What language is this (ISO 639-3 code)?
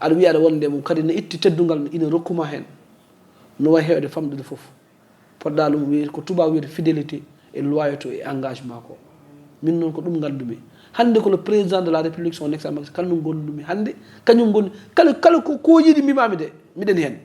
ful